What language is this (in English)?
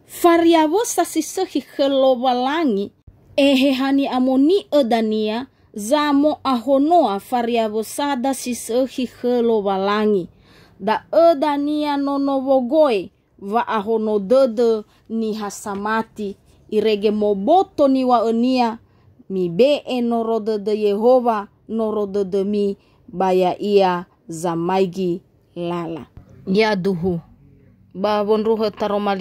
Nias